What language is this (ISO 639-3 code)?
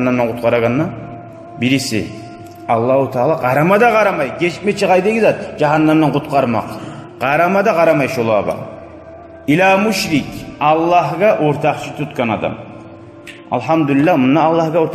kum